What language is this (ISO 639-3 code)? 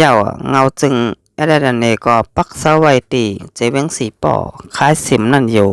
shn